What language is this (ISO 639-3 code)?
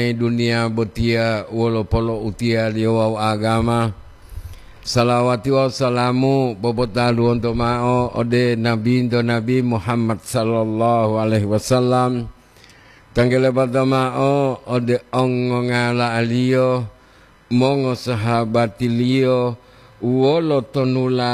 gor